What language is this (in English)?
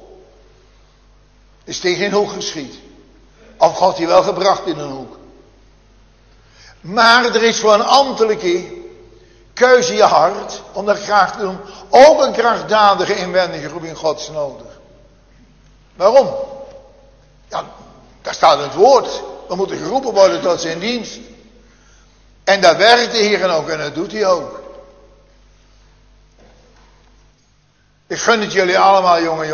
Dutch